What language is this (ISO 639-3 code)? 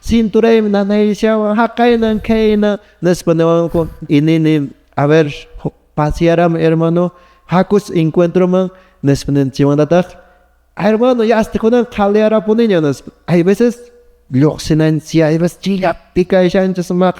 que